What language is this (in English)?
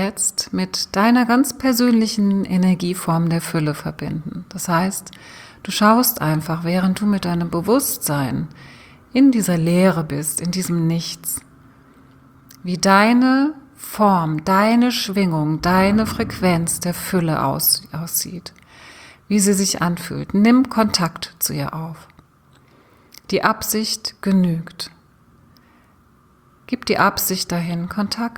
German